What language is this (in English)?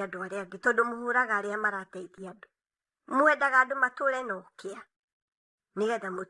Kikuyu